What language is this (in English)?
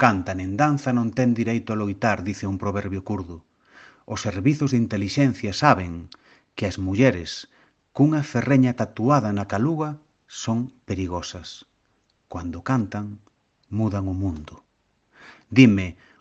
Galician